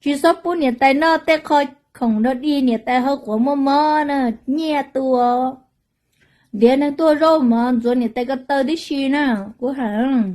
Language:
Hmong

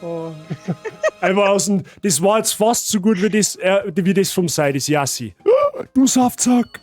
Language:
Bavarian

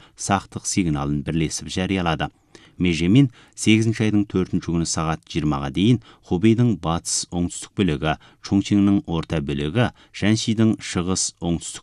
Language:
Kazakh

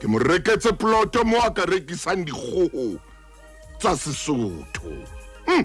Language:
Southern Sotho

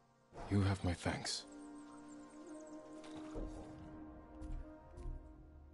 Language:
English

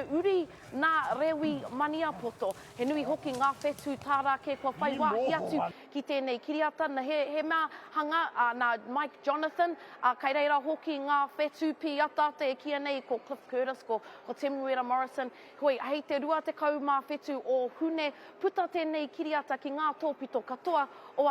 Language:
Māori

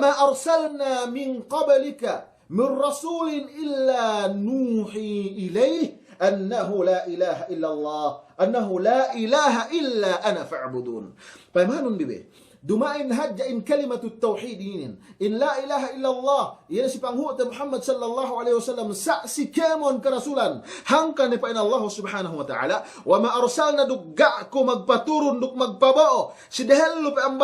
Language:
Yakan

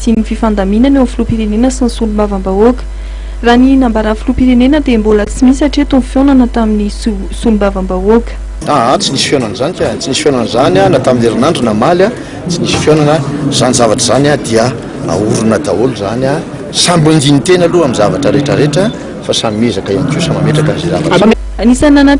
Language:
Malagasy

